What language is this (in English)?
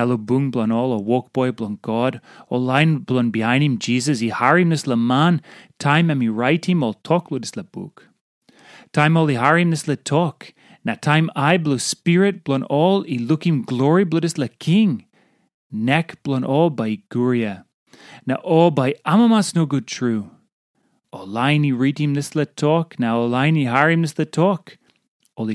Tok Pisin